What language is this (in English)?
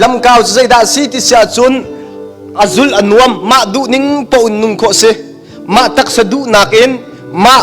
Hakha Chin